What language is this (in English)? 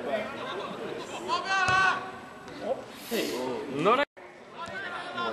Estonian